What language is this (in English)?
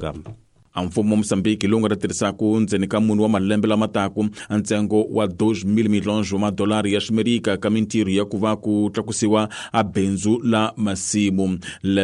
Tsonga